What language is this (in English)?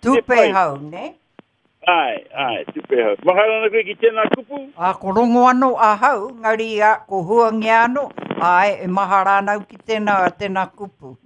Māori